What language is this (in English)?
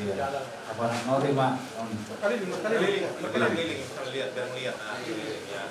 Batak Toba